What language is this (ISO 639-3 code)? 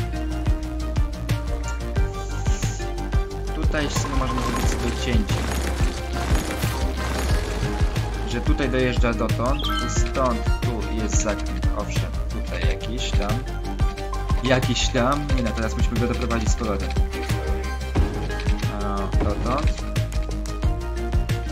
pol